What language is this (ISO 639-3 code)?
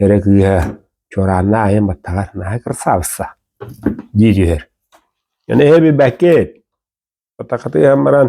sah